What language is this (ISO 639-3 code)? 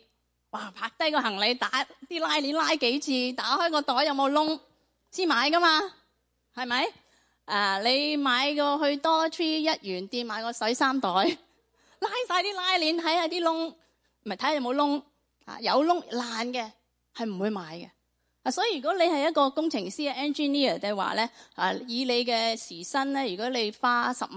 yue